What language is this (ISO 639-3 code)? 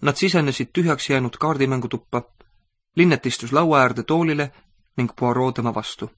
est